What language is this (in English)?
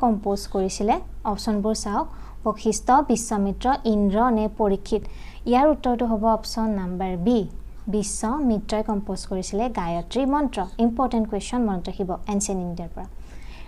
Assamese